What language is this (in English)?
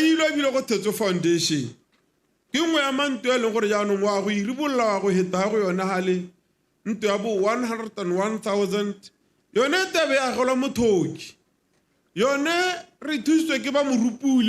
Tswana